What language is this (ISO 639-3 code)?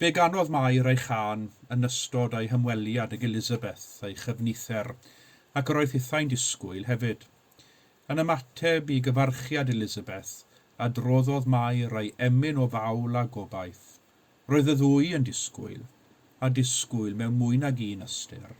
cym